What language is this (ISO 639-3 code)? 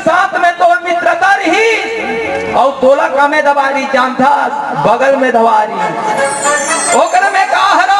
hne